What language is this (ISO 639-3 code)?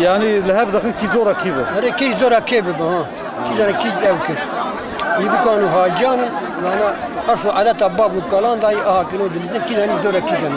kur